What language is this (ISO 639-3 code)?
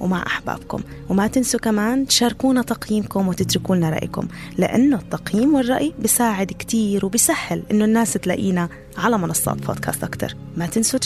apc